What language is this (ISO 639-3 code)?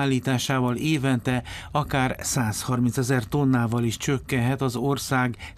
hun